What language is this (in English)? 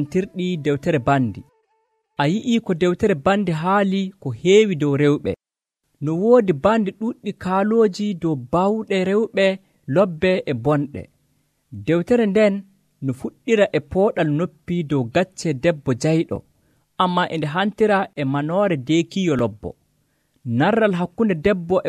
Nigerian Fulfulde